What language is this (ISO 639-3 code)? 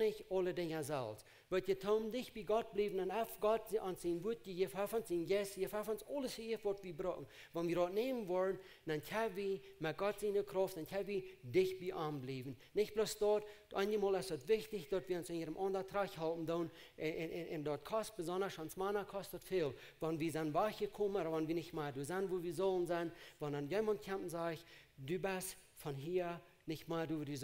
pdt